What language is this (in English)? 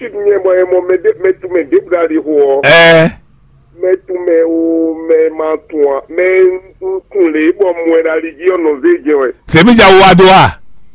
Fon